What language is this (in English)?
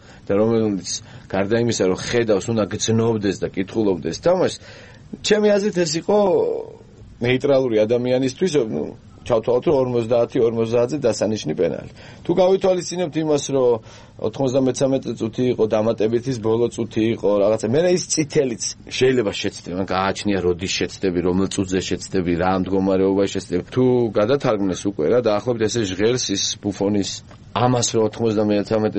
Georgian